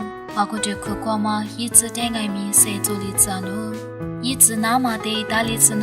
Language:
Lisu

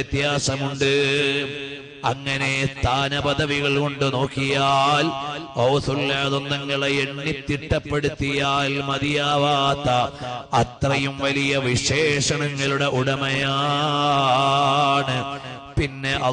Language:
Malayalam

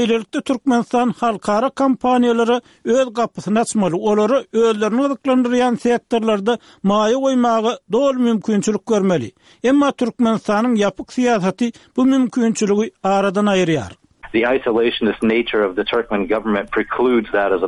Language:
Turkmen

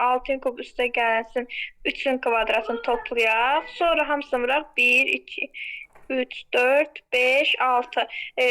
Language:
Azerbaijani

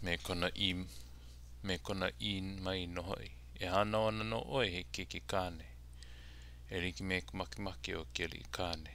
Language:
Hawaiian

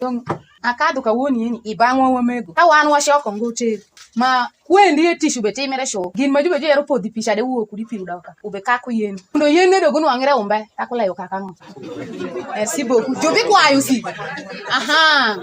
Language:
Alur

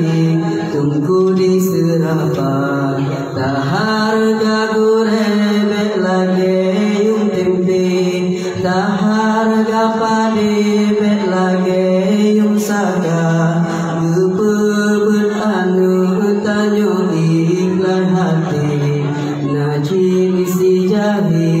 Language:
Malay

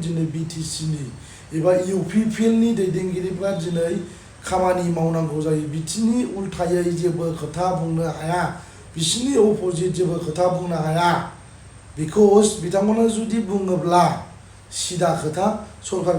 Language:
Bodo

